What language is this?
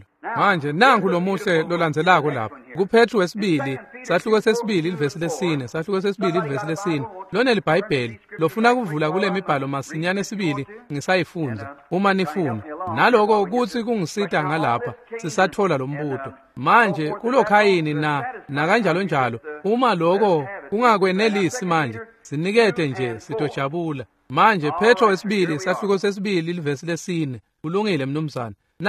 Swati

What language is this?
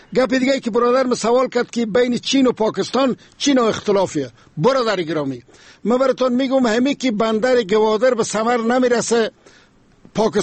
Persian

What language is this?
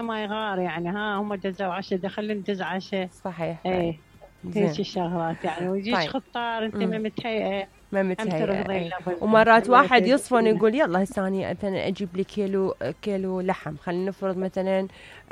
Mesopotamian Arabic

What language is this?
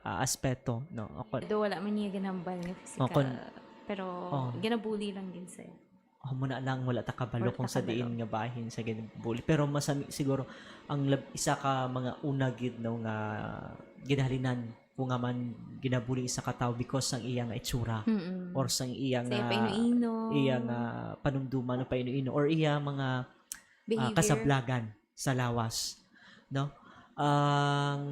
Hiligaynon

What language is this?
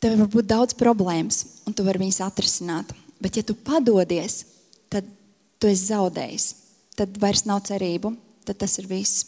Latvian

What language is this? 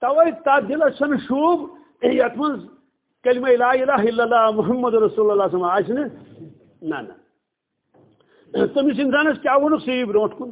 Kashmiri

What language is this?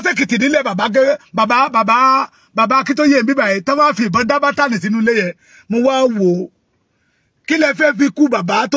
Yoruba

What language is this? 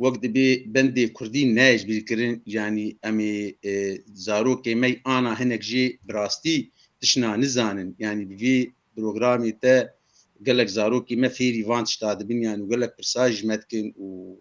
Kurdish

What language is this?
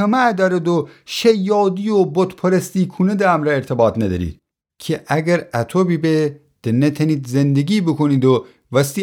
Gilaki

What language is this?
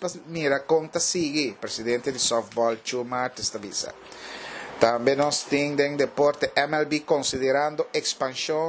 Papiamento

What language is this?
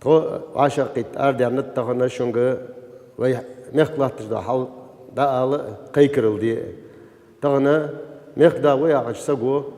Ingush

